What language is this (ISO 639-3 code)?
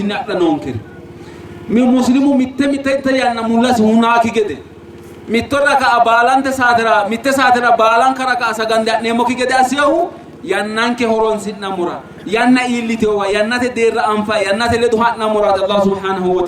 sid